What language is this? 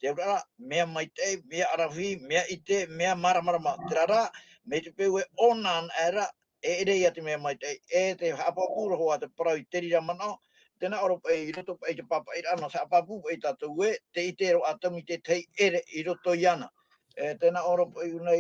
Tahitian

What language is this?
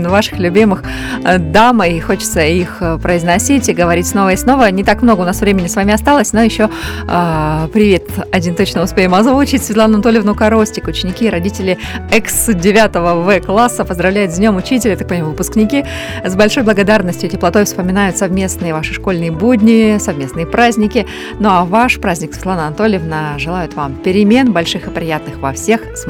Russian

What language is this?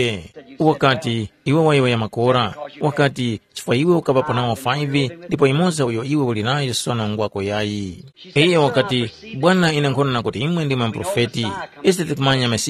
Tumbuka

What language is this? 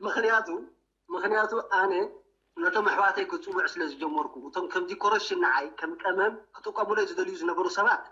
Tigrinya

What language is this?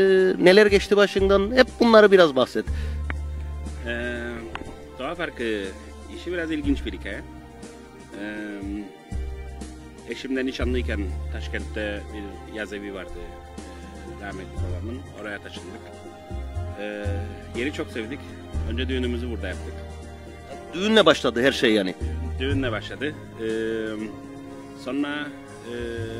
Turkish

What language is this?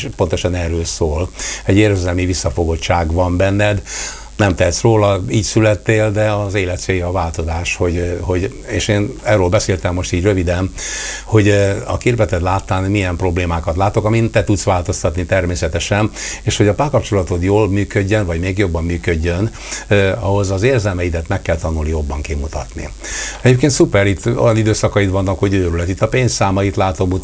Hungarian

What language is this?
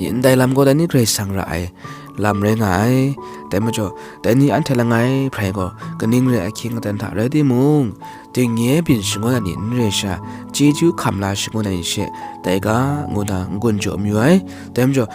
Kachin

